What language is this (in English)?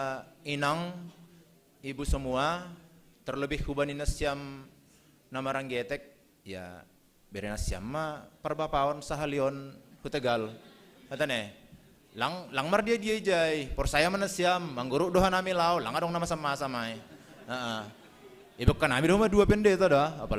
Batak Simalungun